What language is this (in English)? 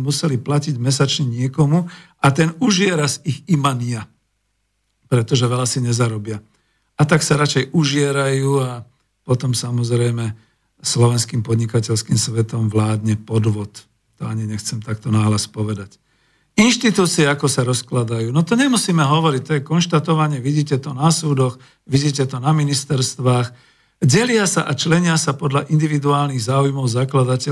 Slovak